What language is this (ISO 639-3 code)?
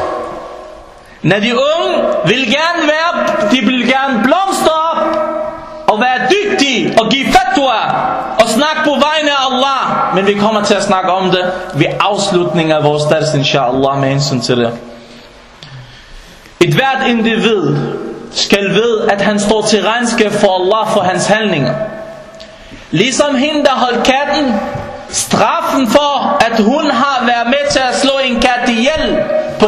dan